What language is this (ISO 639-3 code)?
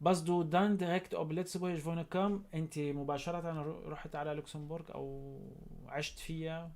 apc